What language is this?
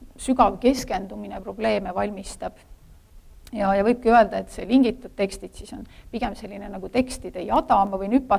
Estonian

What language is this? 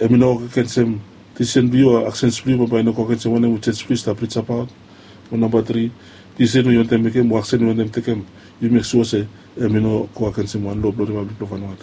Bislama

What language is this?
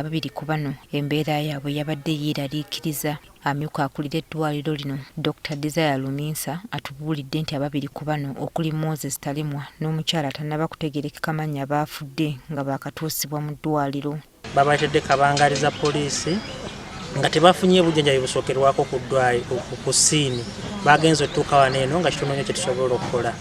Ganda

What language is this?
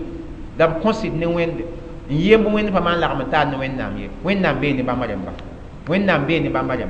Mossi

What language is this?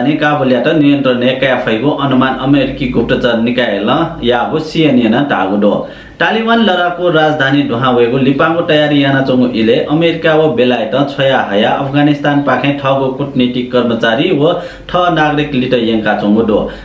Newari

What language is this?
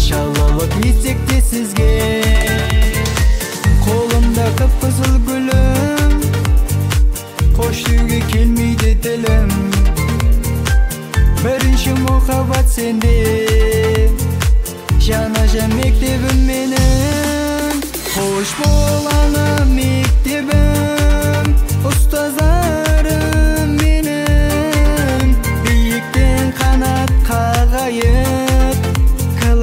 Kazakh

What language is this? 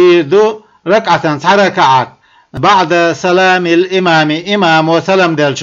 Chechen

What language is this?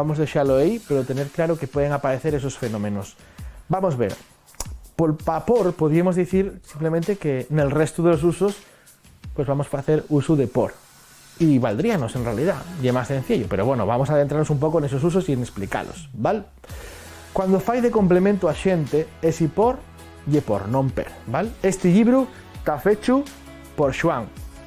Asturian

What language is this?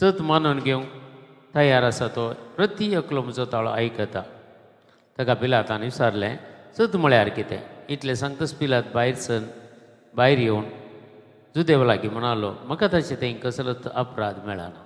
Konkani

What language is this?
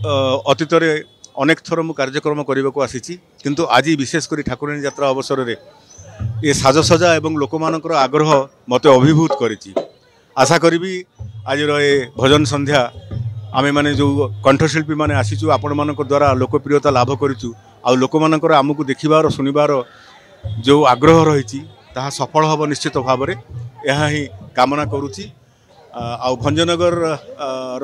Odia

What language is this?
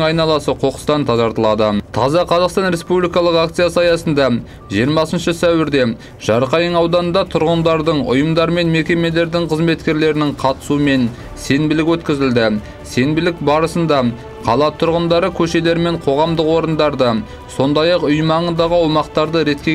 Kazakh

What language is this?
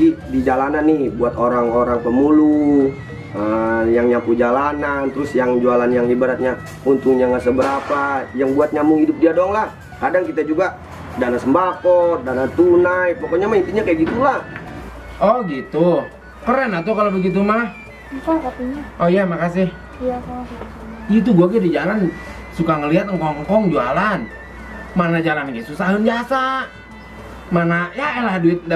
Betawi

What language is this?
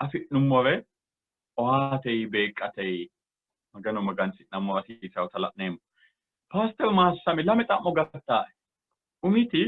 Sidamo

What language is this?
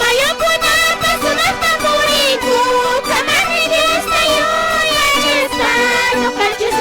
Quechua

